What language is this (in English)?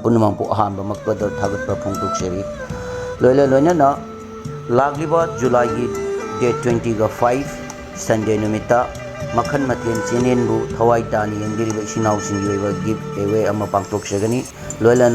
Manipuri